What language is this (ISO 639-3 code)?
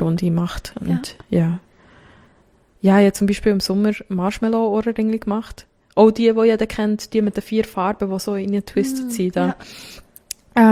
deu